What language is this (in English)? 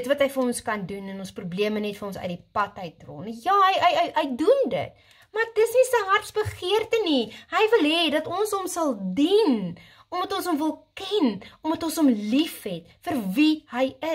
Afrikaans